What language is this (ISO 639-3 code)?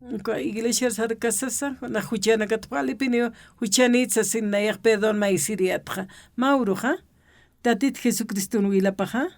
aym